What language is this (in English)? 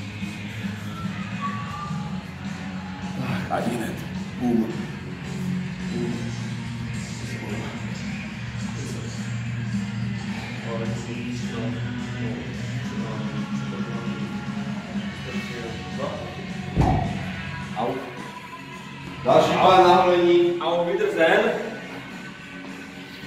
Czech